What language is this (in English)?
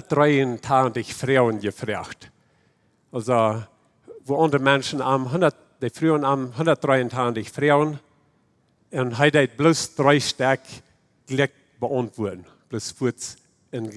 Plautdietsch